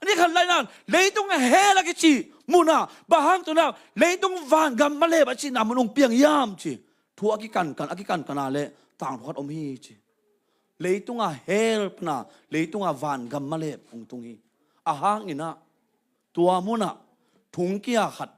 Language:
Tedim Chin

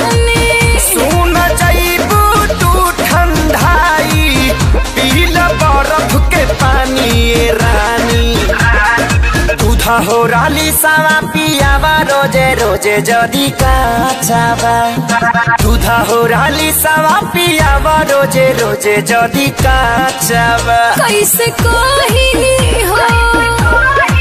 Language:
Bhojpuri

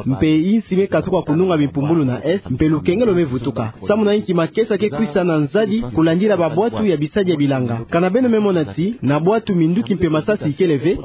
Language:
Kituba (Democratic Republic of Congo)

